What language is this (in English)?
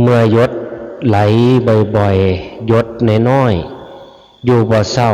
Northeastern Thai